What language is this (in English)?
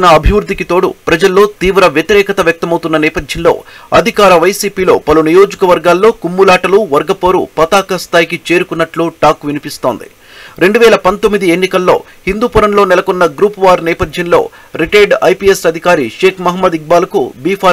Telugu